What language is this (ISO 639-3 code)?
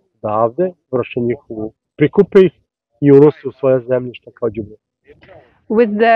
srp